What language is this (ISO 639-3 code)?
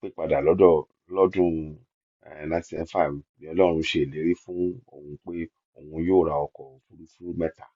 yor